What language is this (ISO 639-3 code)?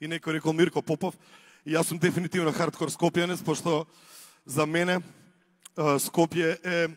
mkd